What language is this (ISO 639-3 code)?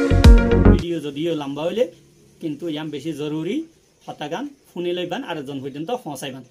rhg